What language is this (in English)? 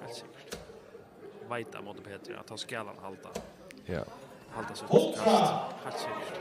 Faroese